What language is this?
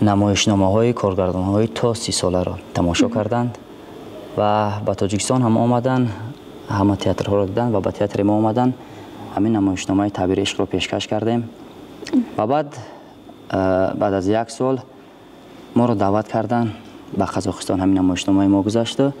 Tajik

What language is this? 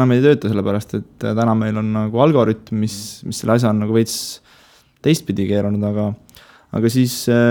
Estonian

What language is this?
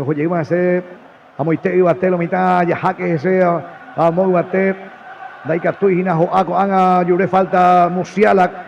Guarani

